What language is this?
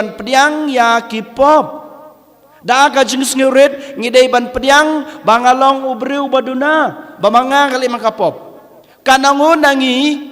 Khasi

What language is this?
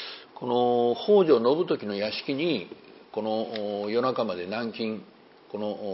Japanese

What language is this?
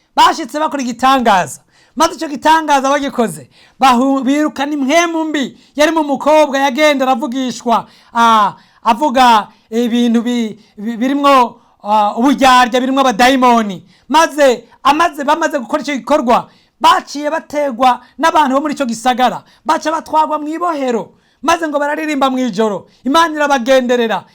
Rundi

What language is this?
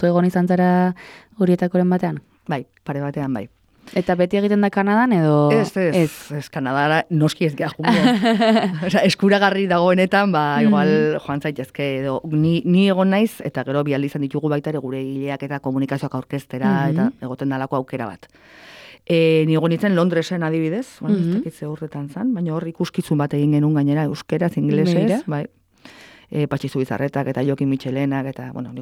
Basque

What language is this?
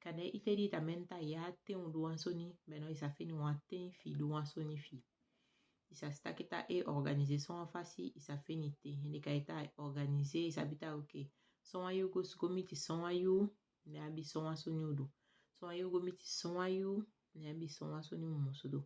Saramaccan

